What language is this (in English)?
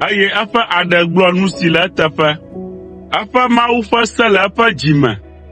Ewe